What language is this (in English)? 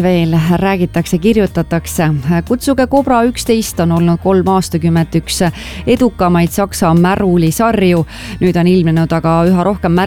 Estonian